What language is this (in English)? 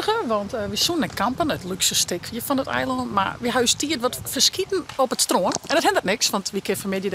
Western Frisian